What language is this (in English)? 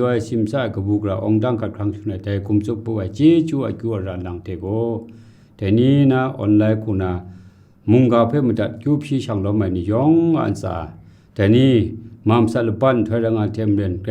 Kachin